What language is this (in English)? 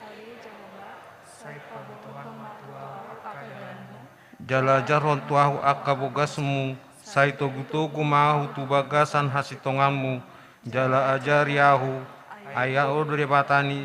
Batak Toba